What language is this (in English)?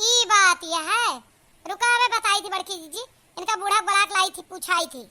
Awadhi